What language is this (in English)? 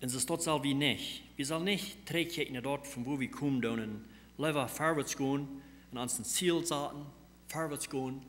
Plautdietsch